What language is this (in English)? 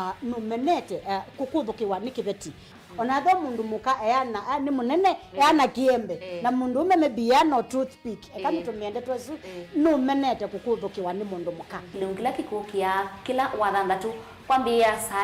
Kamba